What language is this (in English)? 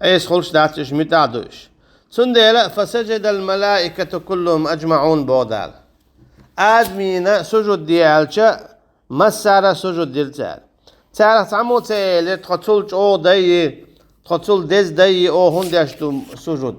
Chechen